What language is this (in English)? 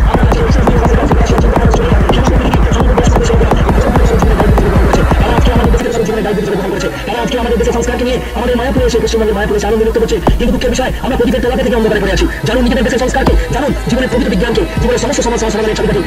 Bangla